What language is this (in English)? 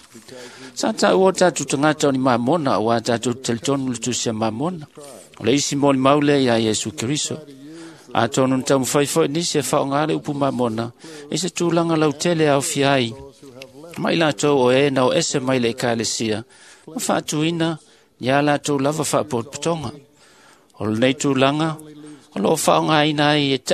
Samoan